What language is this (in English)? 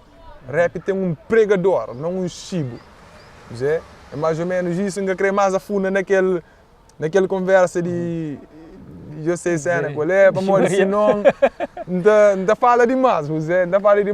Kabuverdianu